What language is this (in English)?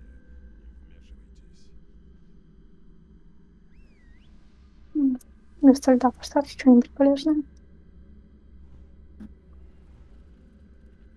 Russian